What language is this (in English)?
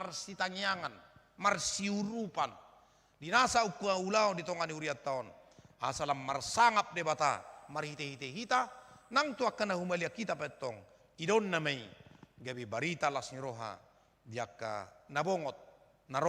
Batak Toba